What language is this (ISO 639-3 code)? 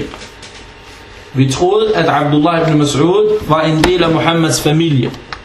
dan